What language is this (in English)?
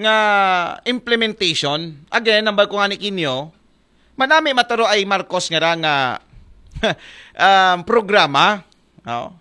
Aklanon